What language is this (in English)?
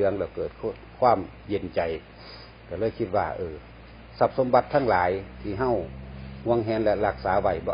Northeastern Thai